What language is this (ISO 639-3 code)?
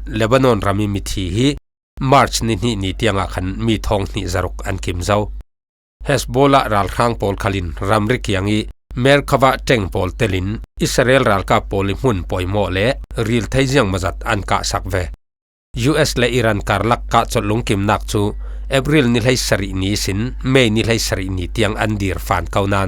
cfm